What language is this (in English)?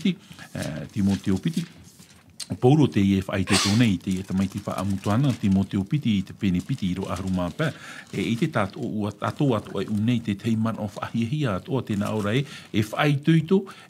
Tahitian